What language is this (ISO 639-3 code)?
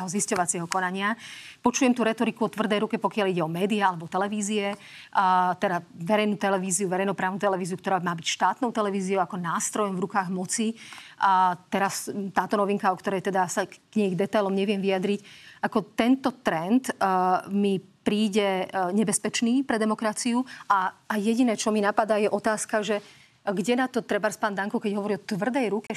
slk